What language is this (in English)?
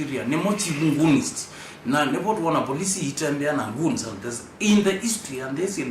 Kamba